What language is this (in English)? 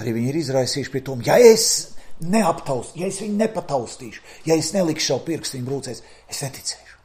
Latvian